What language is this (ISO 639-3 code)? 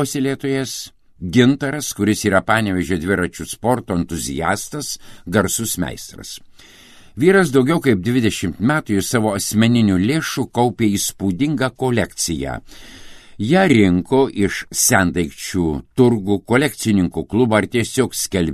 lit